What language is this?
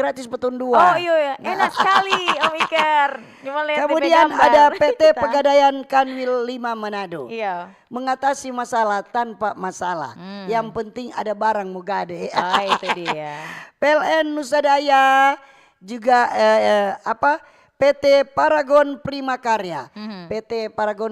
Manado Malay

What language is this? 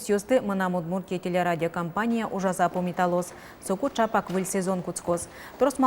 Udmurt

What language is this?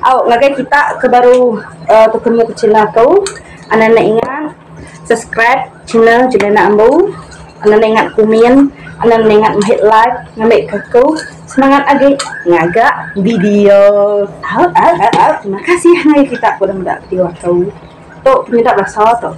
Iban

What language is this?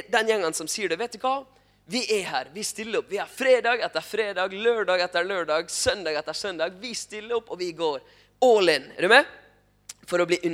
Norwegian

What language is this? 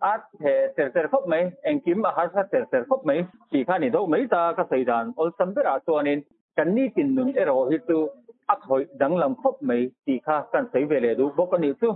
Mizo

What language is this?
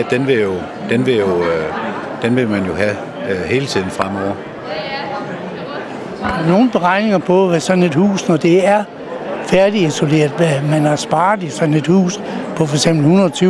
Danish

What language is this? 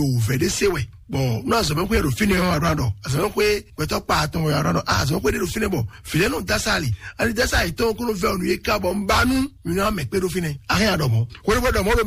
Fon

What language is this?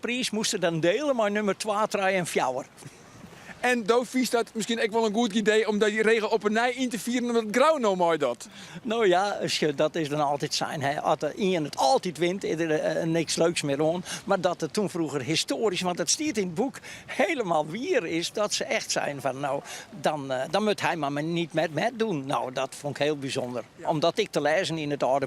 Western Frisian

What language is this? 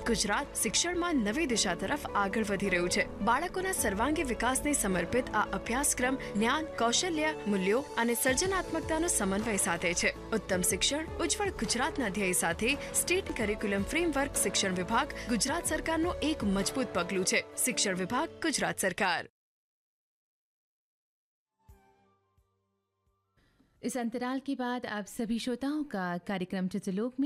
Gujarati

